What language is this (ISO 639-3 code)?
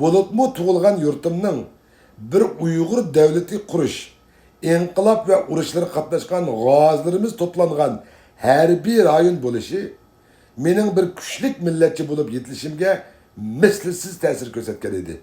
uig